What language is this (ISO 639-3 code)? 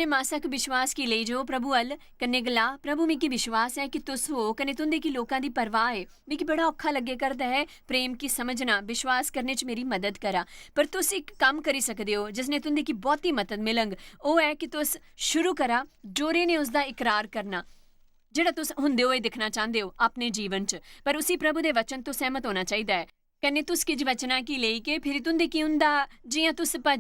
doi